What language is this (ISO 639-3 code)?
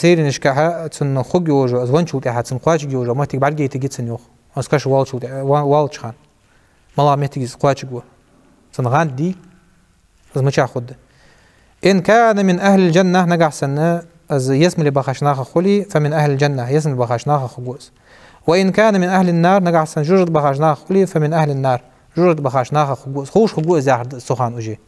inh